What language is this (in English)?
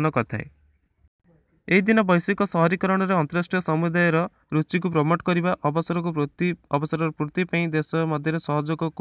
Odia